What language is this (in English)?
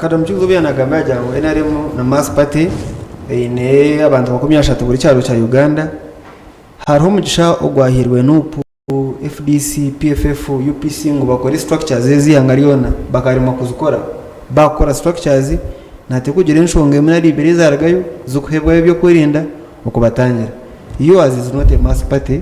Nyankole